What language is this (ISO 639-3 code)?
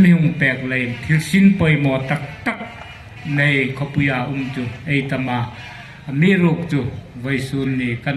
hmr